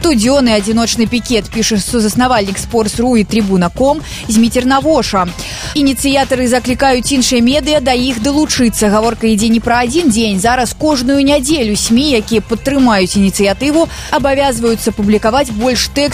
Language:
Belarusian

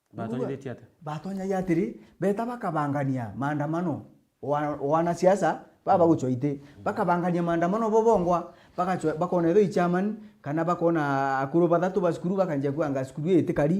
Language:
Meru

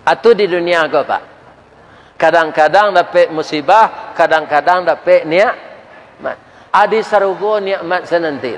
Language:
Minangkabau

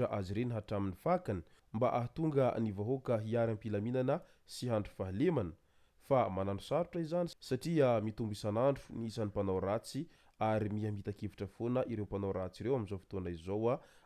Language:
Malagasy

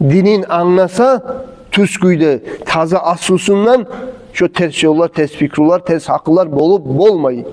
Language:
Kumyk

